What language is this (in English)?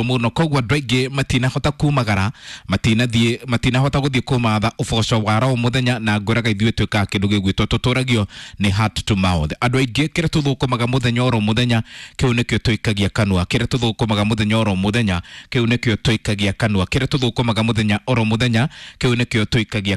Kikuyu